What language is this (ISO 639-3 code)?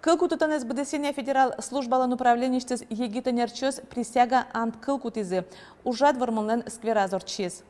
udm